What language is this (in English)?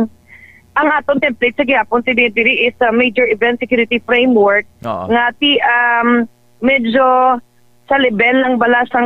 Hiligaynon